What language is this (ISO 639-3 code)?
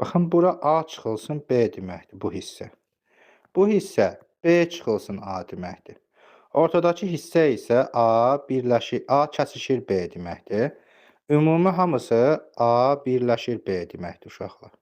aze